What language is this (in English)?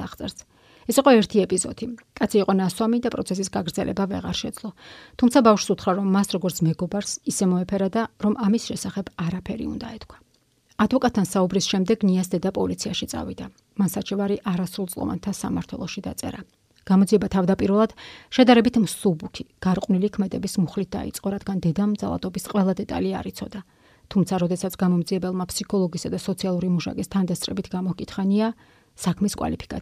Georgian